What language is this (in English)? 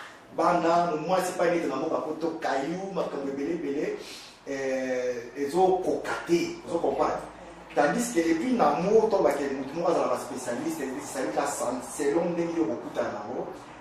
Lingala